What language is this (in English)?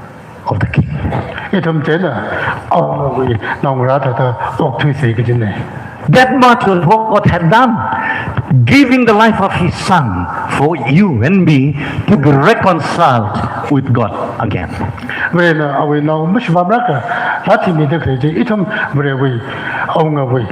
Tangkhul Naga (India)